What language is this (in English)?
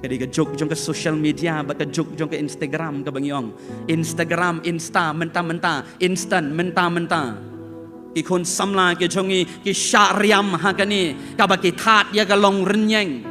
Khasi